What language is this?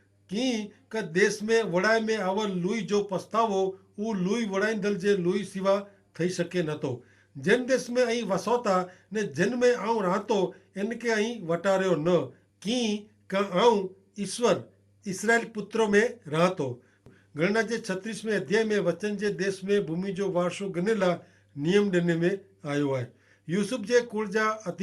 Kachhi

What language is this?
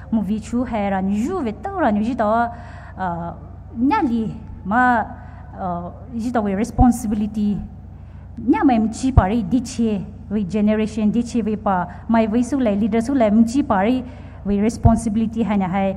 Poumei Naga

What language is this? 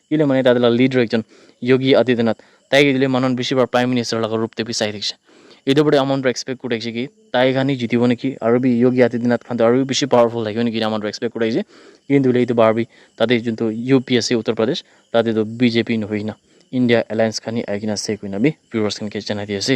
Naga Pidgin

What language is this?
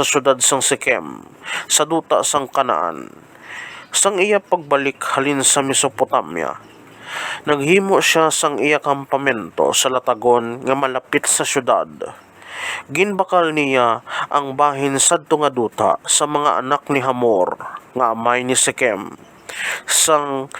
Hiligaynon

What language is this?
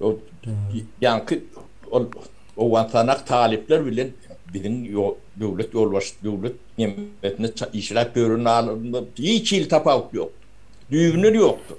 Turkmen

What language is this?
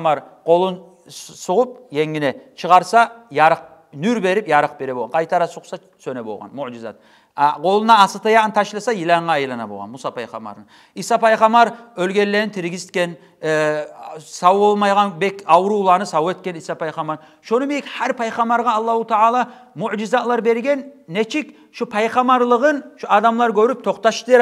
Kumyk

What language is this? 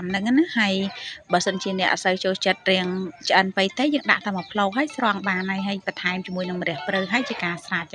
Khmer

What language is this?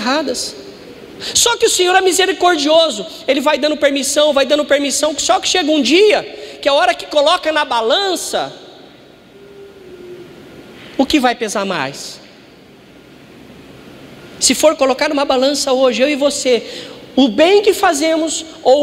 Portuguese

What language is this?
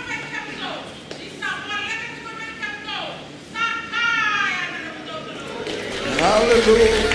Fijian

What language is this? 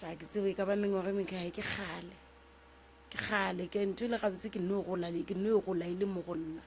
Northern Sotho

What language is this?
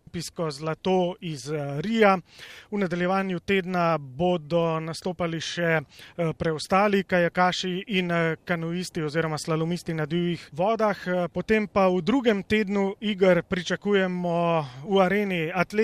Slovenian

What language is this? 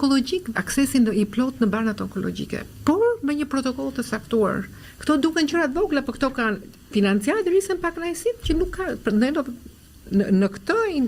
Albanian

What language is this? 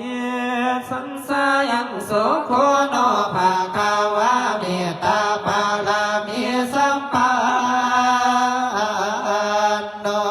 Pali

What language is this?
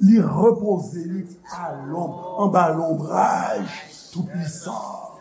Haitian Creole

